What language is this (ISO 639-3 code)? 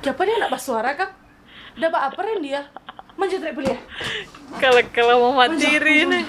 xmm